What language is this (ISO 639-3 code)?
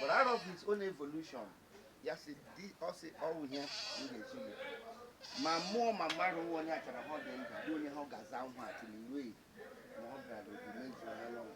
ibo